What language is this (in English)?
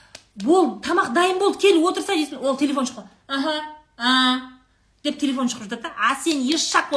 Kazakh